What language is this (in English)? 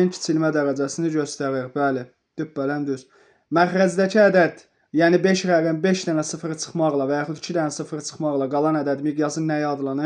Azerbaijani